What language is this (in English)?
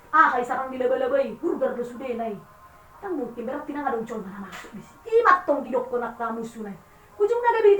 Batak Toba